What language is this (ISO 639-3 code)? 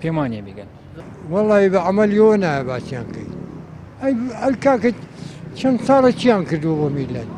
ckb